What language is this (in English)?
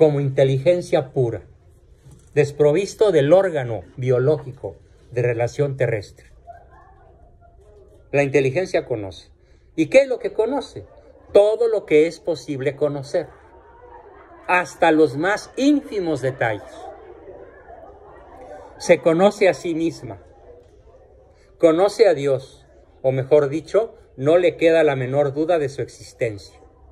Spanish